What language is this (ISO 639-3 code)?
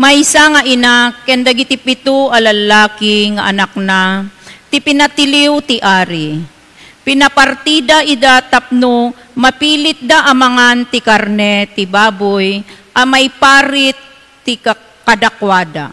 ilo